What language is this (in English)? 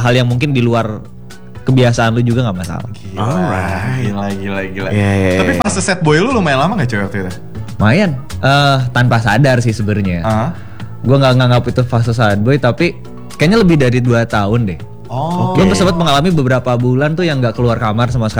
Indonesian